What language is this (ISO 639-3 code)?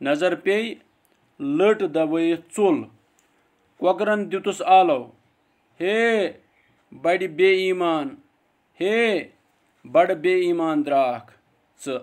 kas